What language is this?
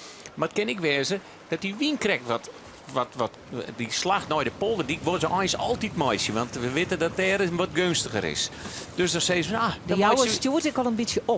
Western Frisian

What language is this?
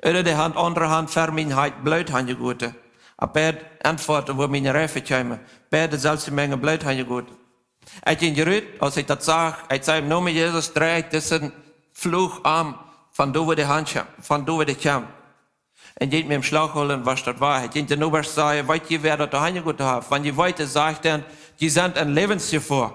Plautdietsch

